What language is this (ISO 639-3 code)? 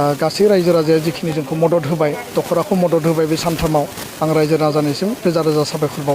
brx